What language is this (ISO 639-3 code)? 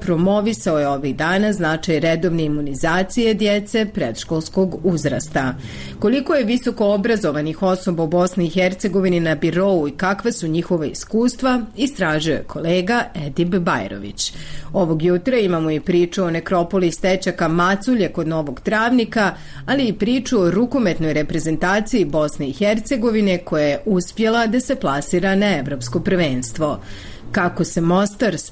bos